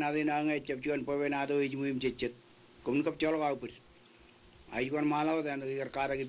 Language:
Marshallese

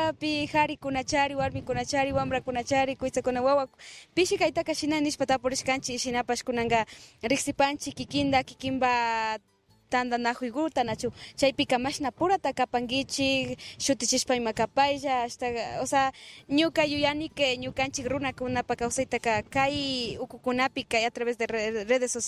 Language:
Imbabura Highland Quichua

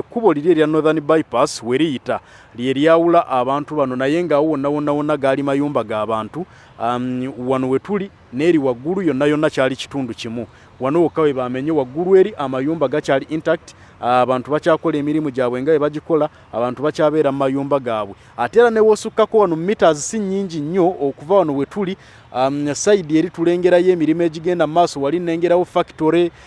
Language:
Ganda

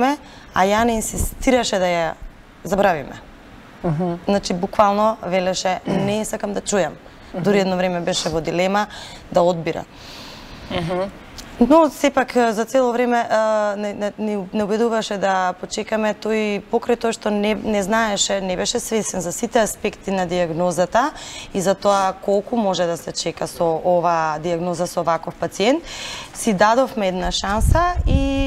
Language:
Macedonian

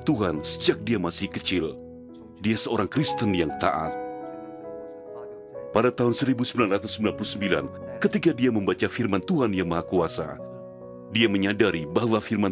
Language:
Indonesian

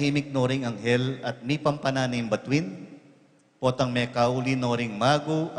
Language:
Pampanga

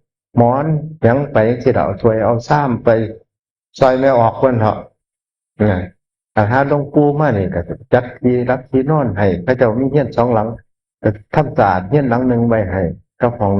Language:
Northeastern Thai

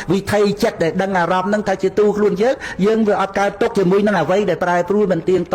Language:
Khmer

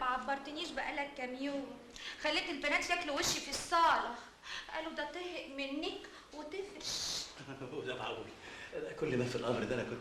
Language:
Egyptian Arabic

